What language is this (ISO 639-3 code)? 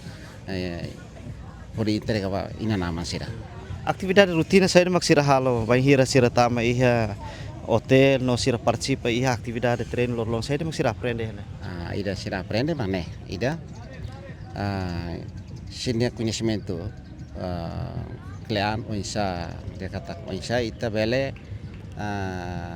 tet